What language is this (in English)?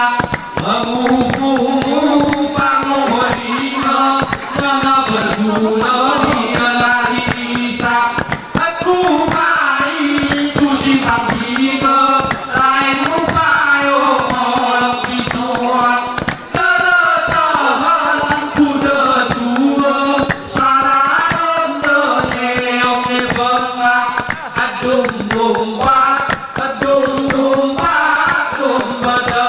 Gayo